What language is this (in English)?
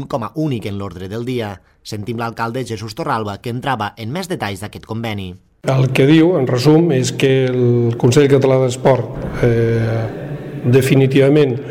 Catalan